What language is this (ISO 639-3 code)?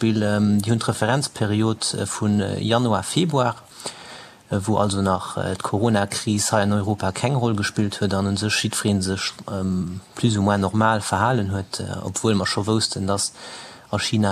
ltz